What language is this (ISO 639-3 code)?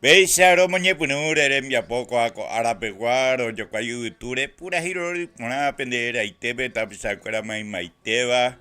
grn